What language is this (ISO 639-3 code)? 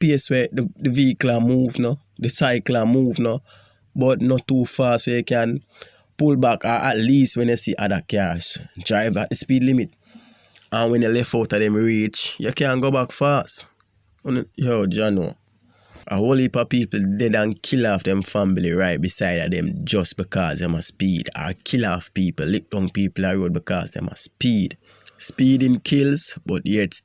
jam